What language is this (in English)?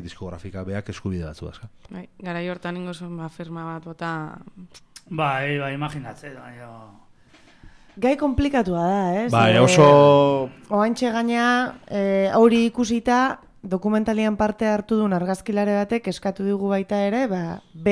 Basque